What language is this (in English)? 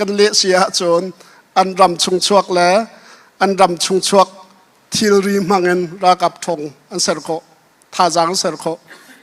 Hakha Chin